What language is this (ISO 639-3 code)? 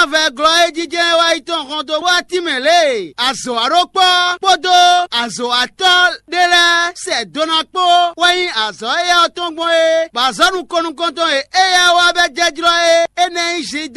fon